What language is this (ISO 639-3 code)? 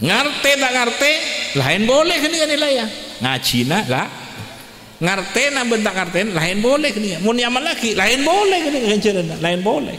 mad